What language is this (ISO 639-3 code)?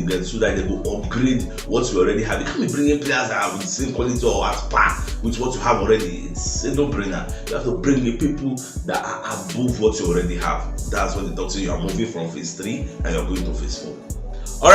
pcm